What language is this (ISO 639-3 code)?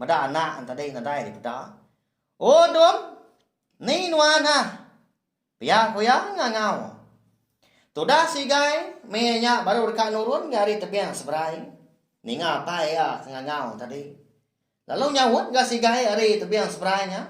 iba